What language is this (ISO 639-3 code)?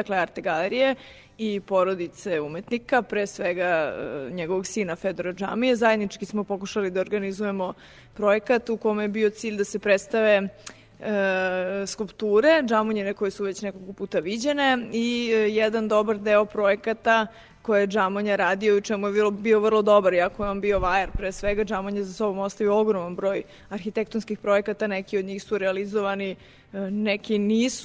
srp